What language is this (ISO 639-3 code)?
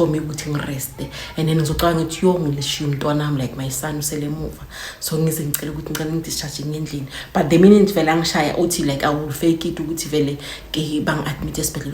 zul